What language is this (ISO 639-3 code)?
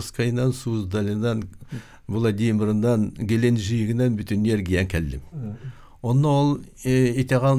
sah